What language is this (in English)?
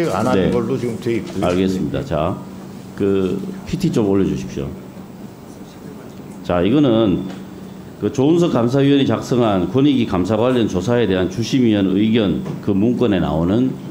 Korean